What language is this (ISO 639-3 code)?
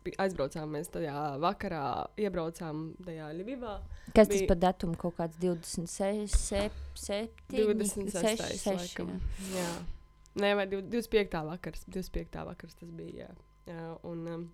lav